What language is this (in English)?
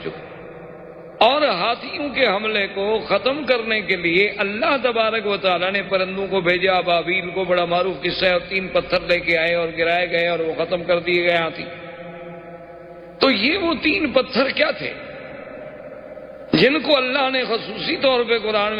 Urdu